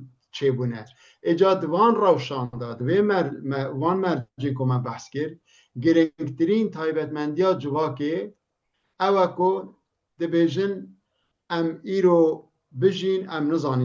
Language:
Kurdish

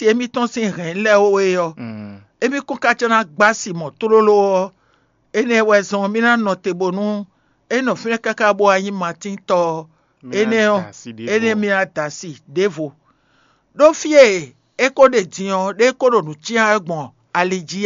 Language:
Fon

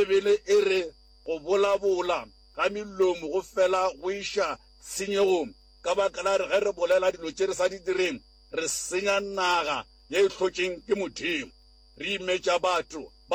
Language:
Northern Sotho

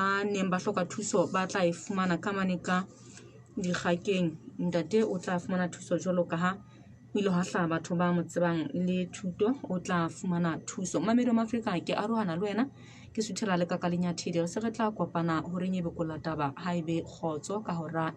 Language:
Southern Sotho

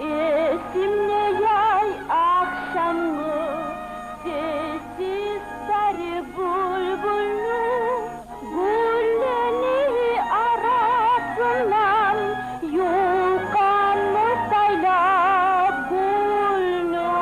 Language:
Kumyk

